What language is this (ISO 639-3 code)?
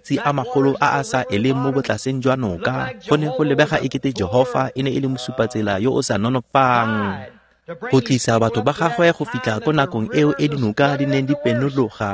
tsn